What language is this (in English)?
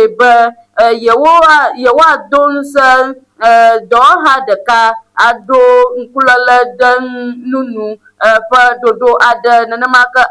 Ewe